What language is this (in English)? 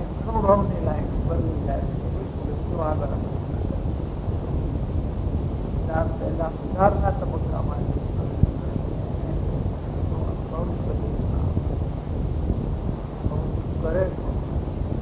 Gujarati